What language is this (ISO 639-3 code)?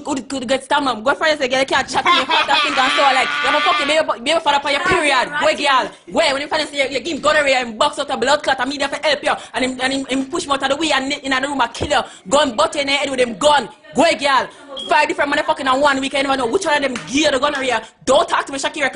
jam